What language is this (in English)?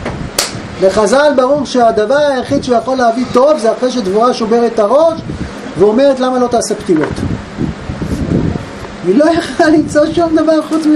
Hebrew